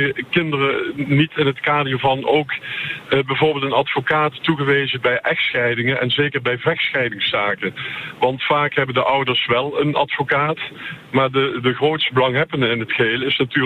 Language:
Dutch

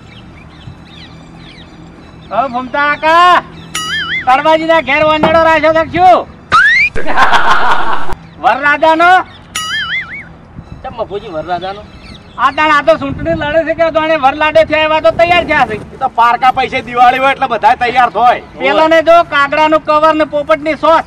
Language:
Gujarati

